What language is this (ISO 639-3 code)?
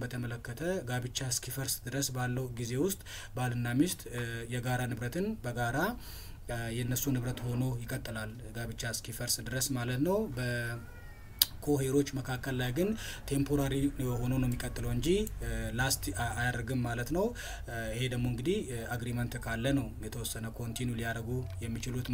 amh